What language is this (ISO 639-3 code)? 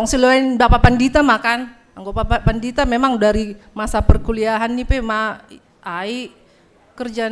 bts